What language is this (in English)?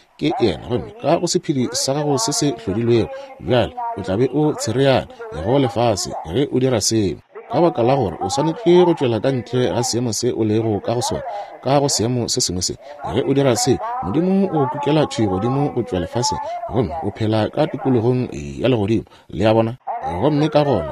Northern Sotho